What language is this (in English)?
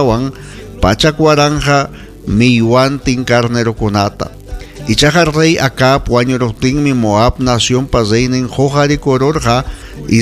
Ayacucho Quechua